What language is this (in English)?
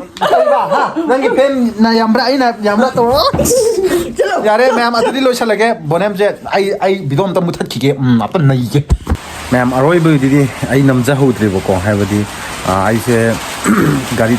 Manipuri